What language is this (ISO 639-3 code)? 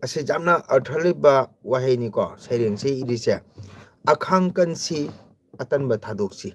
mni